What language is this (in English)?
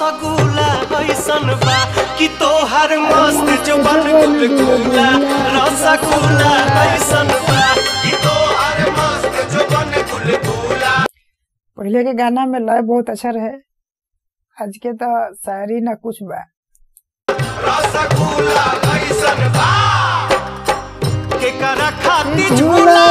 Bhojpuri